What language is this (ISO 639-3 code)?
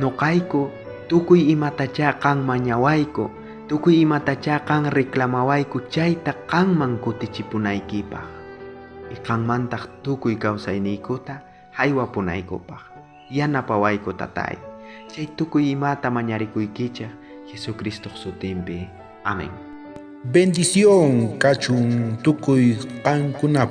quh